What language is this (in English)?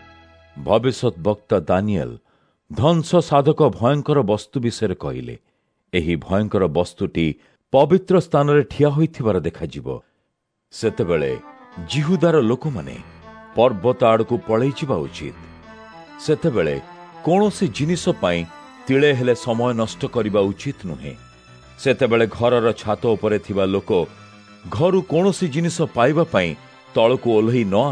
Odia